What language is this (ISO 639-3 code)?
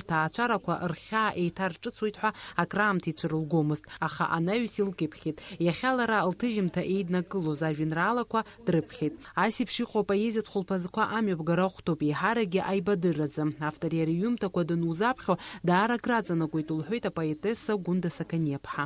abk